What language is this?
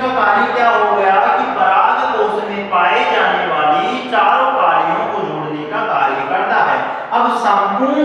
Hindi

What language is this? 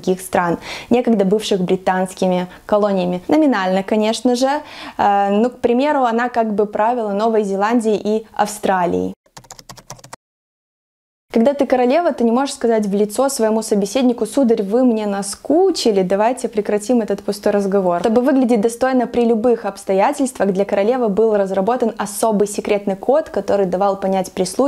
Russian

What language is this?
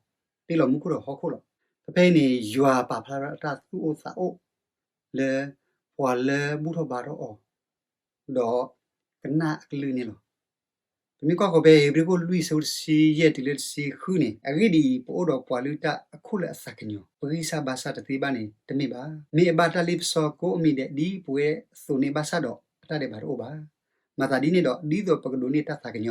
S'gaw Karen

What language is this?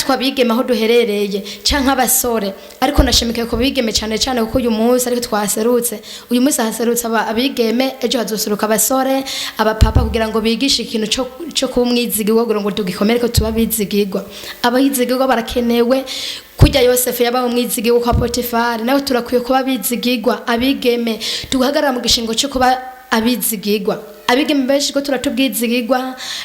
Rundi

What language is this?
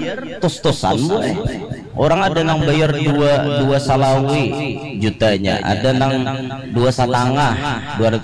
Banjar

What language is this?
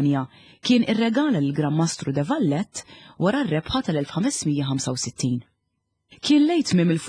Maltese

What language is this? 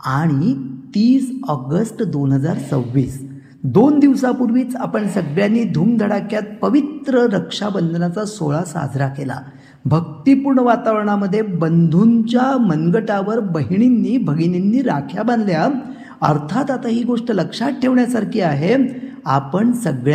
Marathi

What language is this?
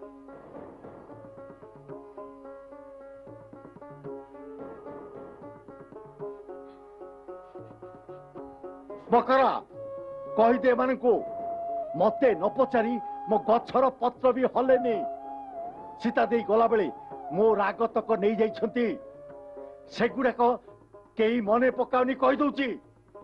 Odia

